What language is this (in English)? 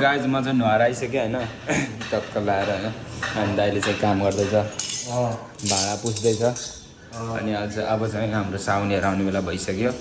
Nepali